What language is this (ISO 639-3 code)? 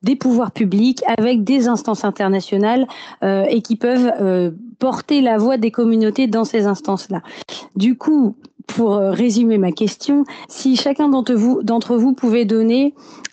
fra